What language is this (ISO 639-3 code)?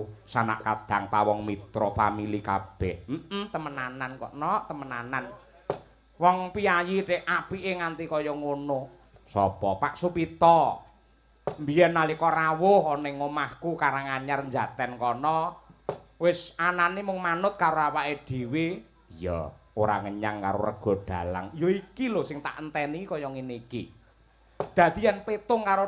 jav